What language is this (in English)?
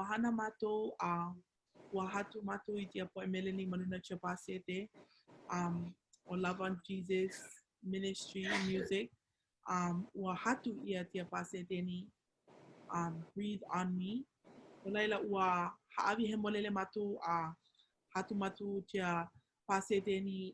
Hawaiian